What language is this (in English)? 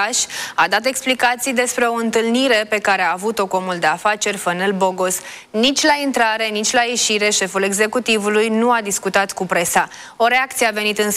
Romanian